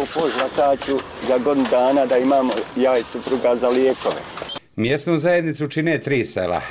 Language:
Bosnian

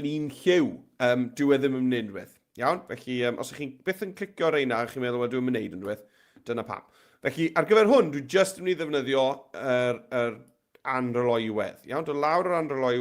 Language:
Welsh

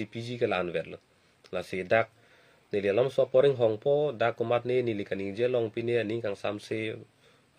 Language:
Karbi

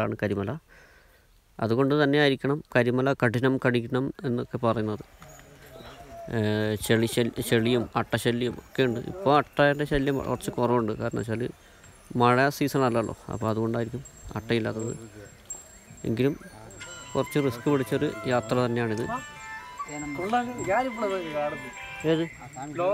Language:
Malayalam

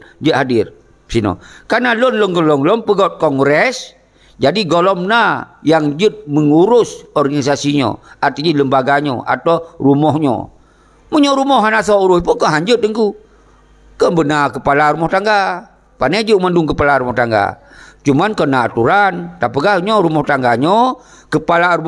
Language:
Achinese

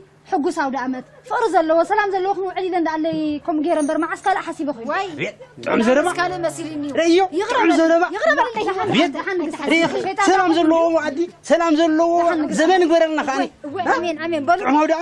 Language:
Tigrinya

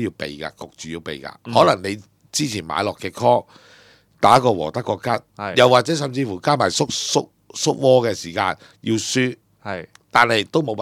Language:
Cantonese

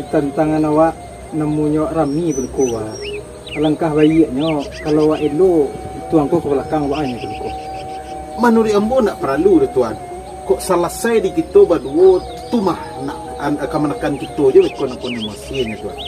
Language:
Minangkabau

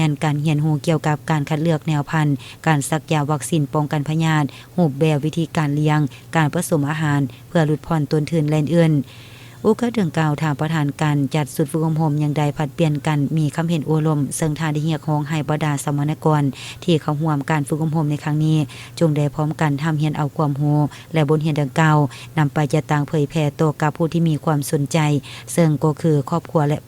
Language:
Lao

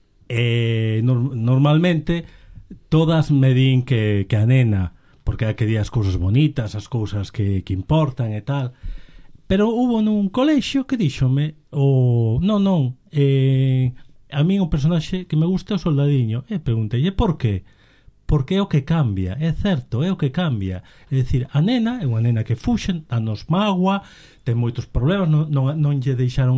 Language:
Galician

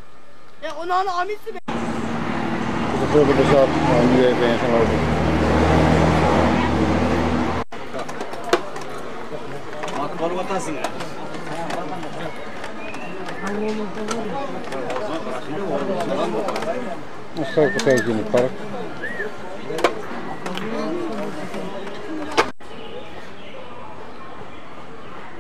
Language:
Dutch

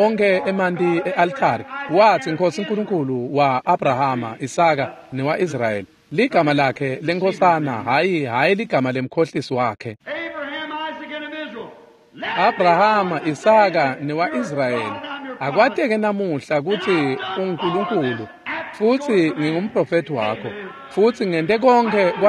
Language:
Swati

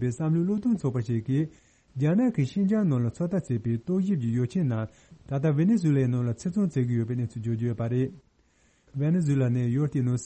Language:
Tibetan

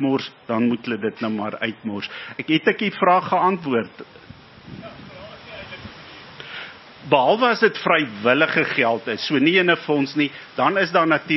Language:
Afrikaans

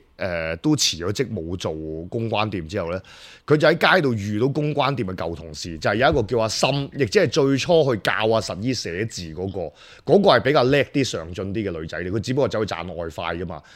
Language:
Cantonese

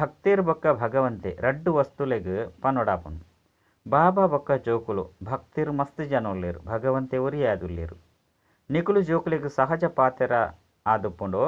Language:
Tulu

